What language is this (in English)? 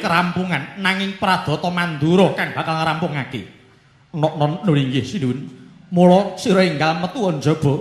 Javanese